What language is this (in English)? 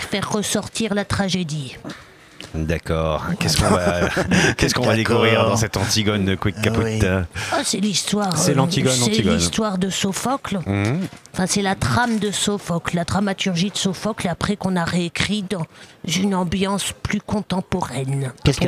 French